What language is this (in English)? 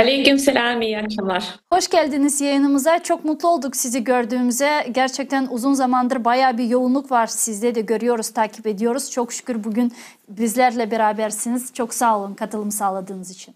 Crimean Tatar